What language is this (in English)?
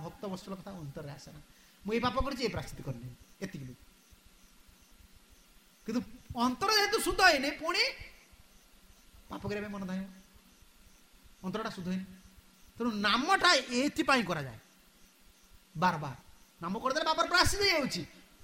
Odia